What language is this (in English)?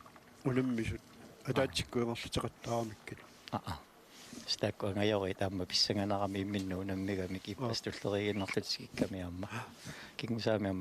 Kalaallisut